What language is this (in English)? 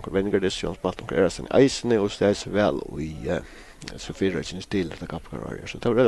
Faroese